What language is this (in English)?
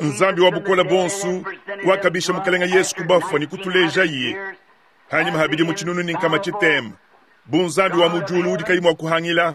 Luba-Lulua